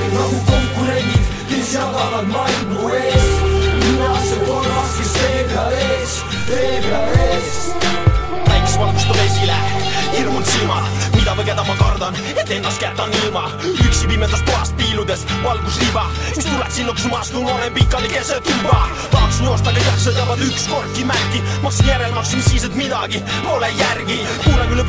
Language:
Estonian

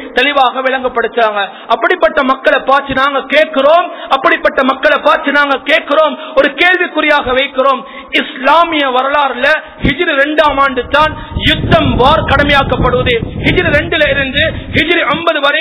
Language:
Tamil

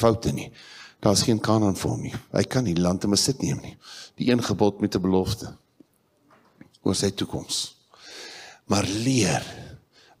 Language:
Afrikaans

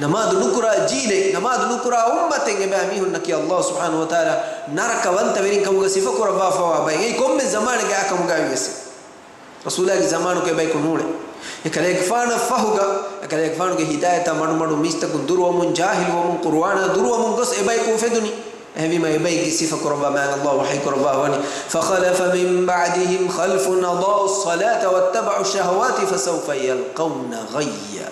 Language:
Divehi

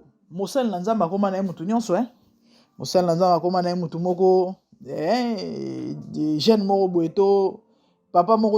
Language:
Lingala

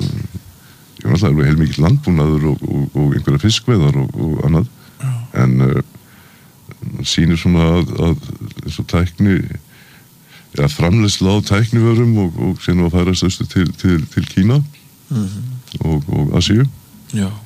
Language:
Icelandic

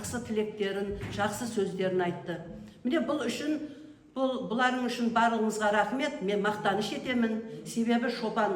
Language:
Kazakh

